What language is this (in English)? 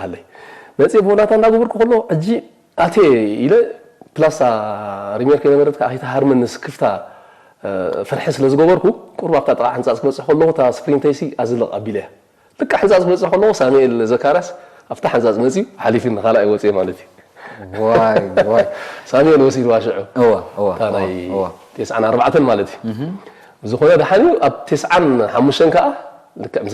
Tigrinya